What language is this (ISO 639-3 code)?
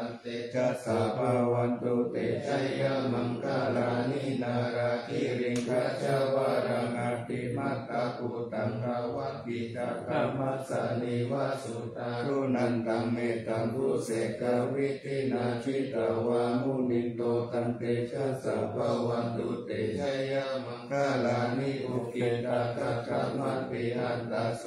pli